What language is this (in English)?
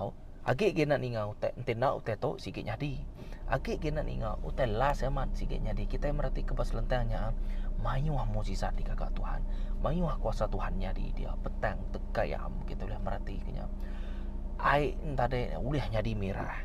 Iban